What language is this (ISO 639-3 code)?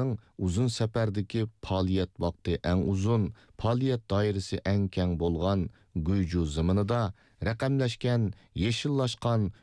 uig